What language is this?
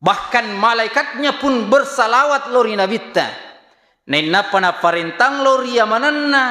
Buginese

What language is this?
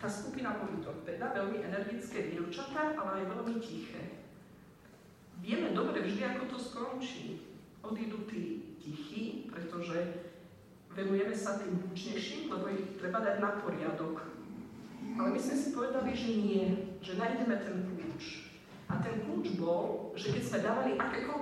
Slovak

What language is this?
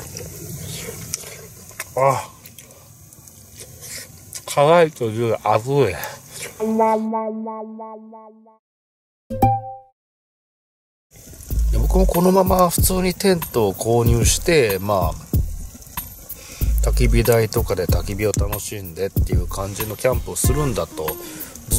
Japanese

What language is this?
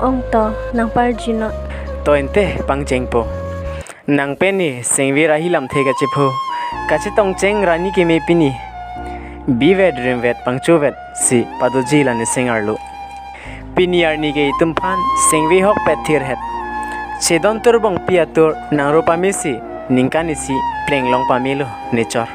Karbi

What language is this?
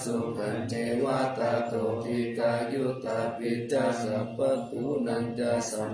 Pali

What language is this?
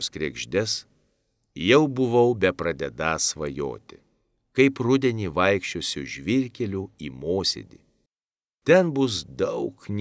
Lithuanian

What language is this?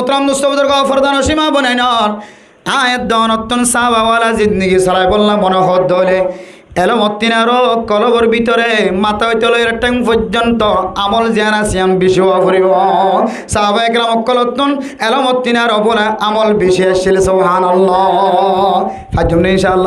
Rohingya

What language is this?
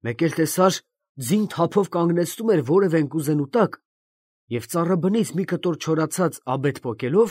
Armenian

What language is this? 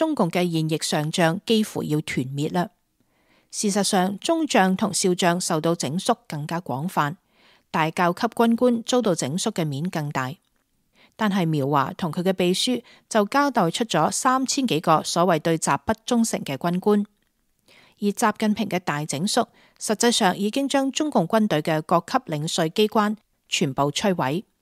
Cantonese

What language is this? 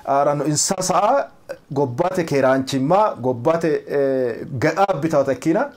Sidamo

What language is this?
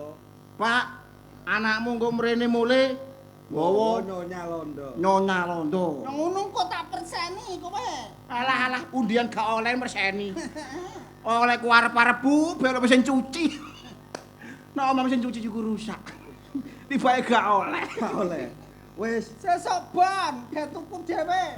Javanese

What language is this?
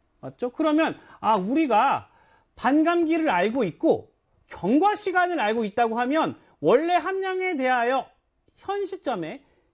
Korean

